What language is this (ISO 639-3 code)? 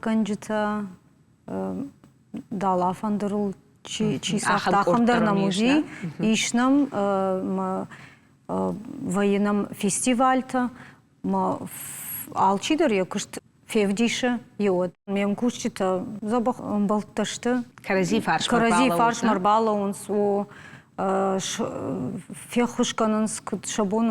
oss